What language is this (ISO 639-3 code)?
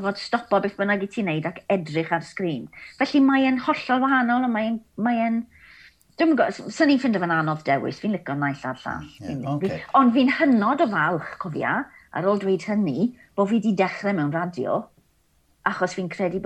cym